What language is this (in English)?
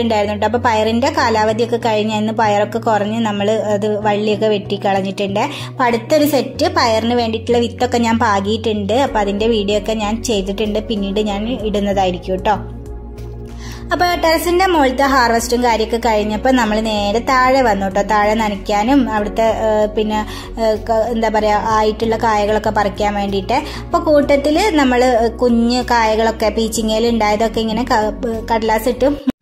Malayalam